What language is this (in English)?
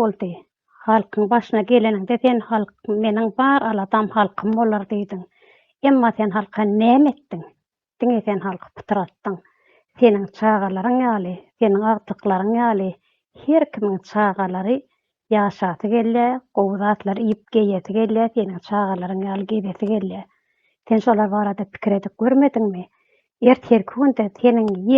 Turkmen